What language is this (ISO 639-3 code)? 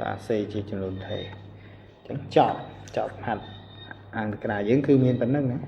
khm